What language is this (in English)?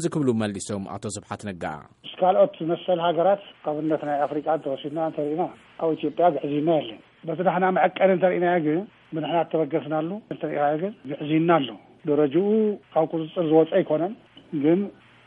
Tigrinya